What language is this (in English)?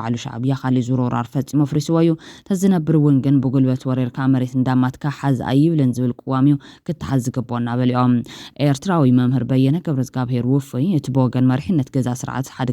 Tigrinya